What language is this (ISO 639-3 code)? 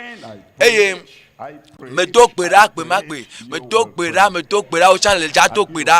ewe